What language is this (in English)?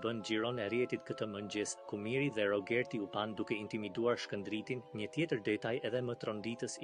Albanian